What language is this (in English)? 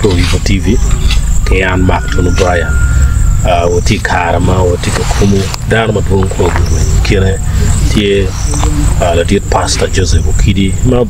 Acoli